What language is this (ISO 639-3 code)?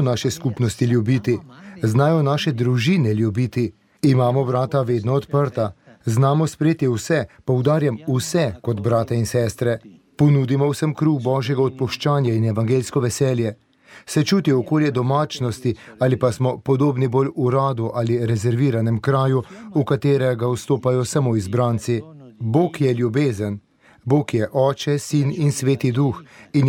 slv